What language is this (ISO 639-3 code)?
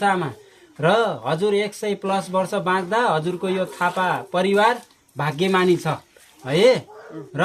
nep